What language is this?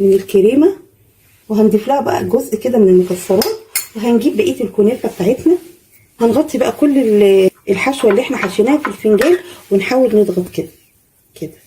Egyptian Arabic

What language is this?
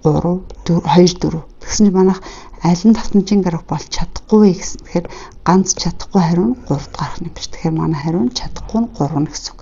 Mongolian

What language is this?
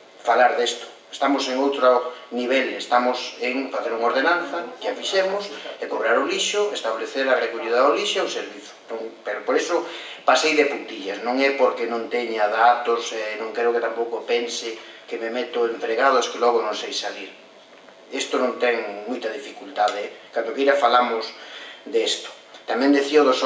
Galician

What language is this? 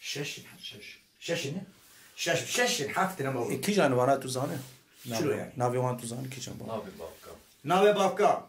Kurdish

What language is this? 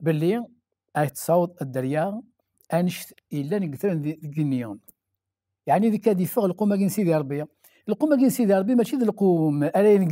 Kabyle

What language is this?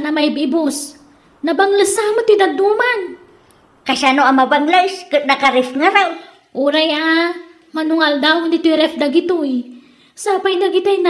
Iloko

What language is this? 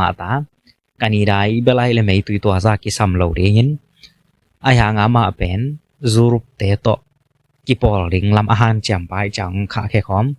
Tedim Chin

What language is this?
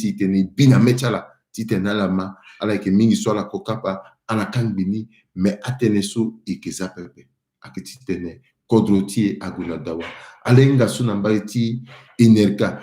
Sango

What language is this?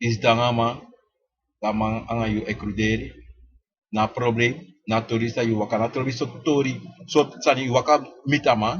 Sranan Tongo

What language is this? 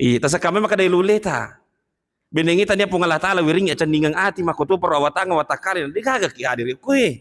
Buginese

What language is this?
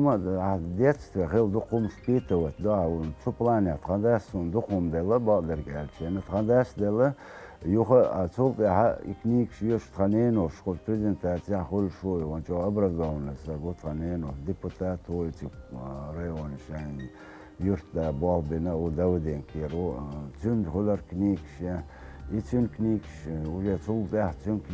Chechen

